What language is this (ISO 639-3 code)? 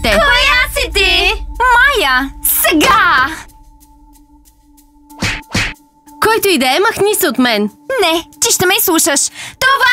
bul